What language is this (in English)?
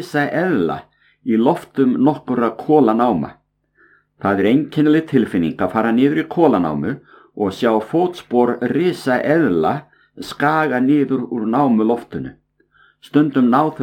Icelandic